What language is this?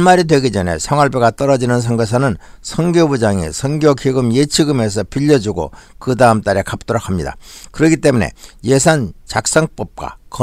Korean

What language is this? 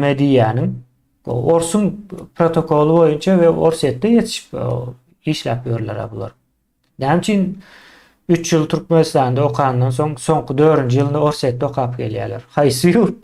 Turkmen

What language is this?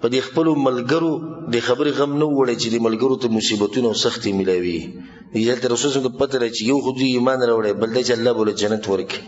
Pashto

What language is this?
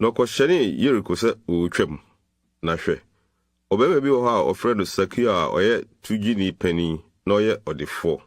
Akan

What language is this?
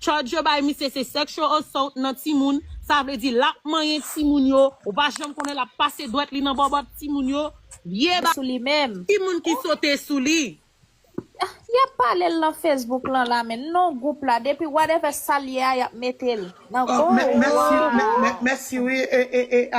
Haitian Creole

